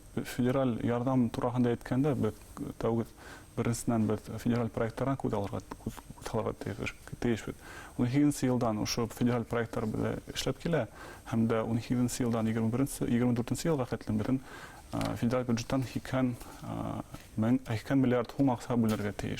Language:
Bashkir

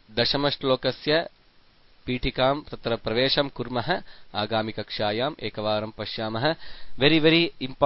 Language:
Sanskrit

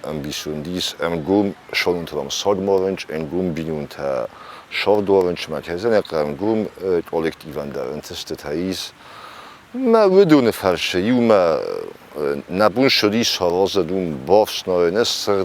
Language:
Ossetic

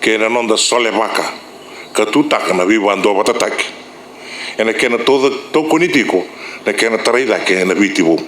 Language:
Fijian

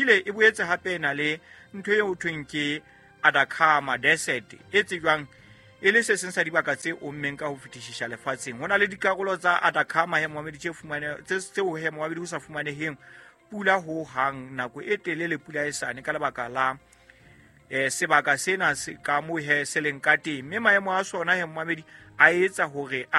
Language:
Southern Sotho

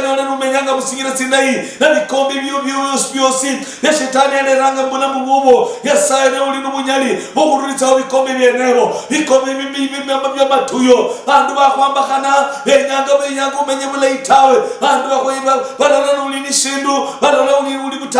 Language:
Luyia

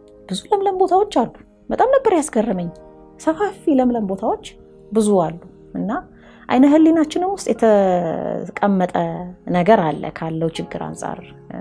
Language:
Amharic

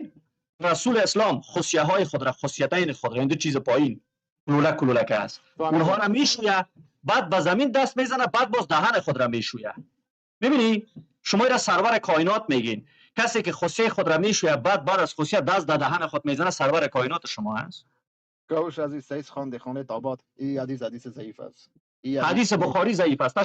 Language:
Persian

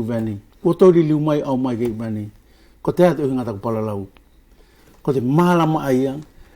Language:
Wallisian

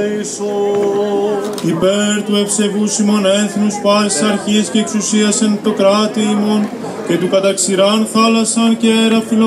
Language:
Greek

